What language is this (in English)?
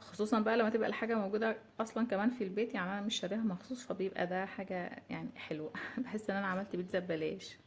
Egyptian Arabic